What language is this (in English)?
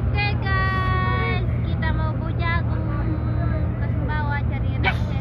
Sasak